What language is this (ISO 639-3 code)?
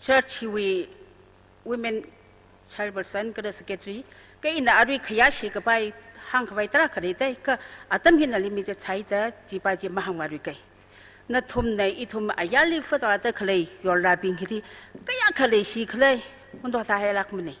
nmf